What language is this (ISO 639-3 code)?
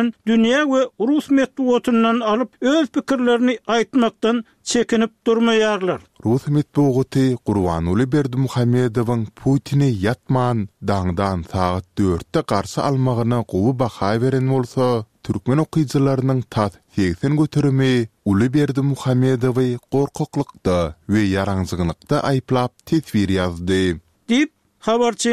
tuk